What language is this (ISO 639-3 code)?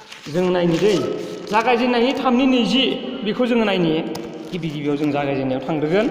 brx